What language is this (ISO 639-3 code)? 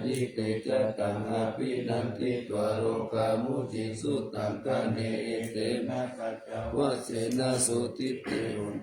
pli